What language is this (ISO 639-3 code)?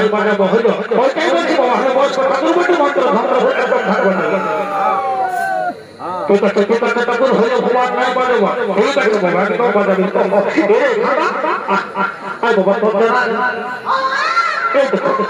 ben